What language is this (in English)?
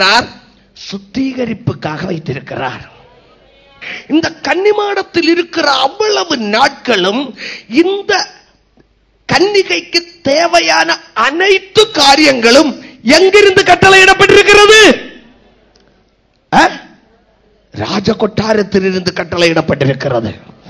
Tamil